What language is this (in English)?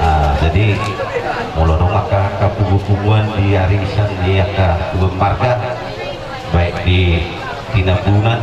Batak Toba